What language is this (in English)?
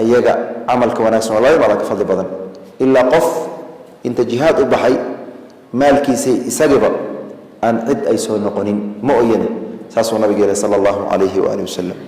Somali